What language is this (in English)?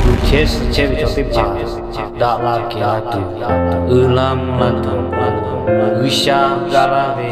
Lahu